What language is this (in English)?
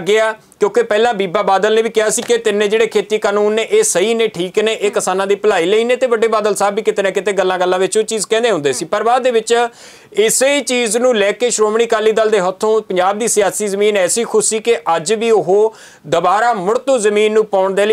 Punjabi